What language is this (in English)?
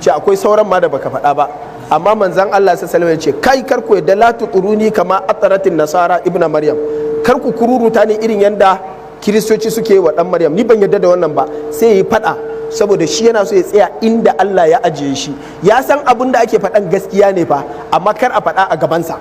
Hausa